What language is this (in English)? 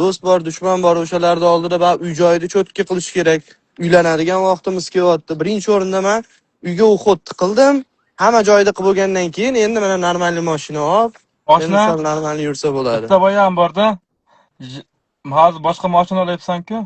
Uzbek